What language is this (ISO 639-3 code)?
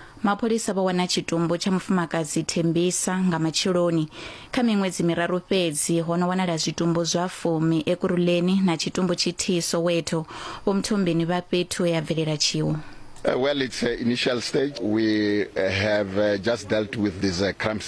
ven